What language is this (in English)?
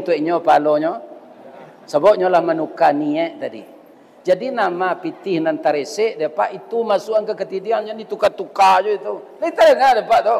Minangkabau